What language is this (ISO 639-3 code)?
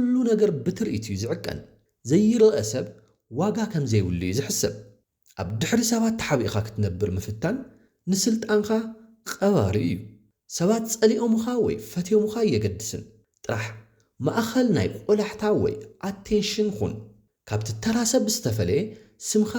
tir